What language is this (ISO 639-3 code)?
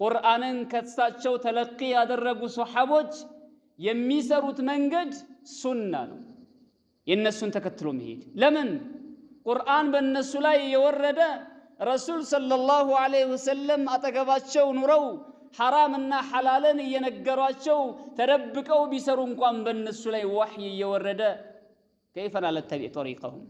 amh